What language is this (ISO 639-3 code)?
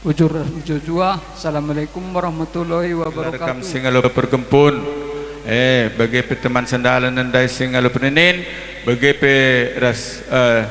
btx